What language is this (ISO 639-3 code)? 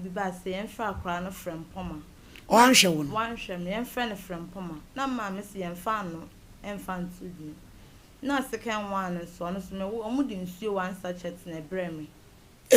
aka